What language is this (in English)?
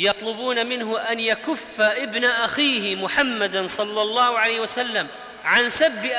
Arabic